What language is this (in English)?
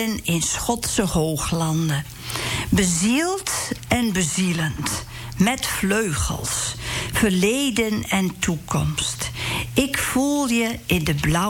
Dutch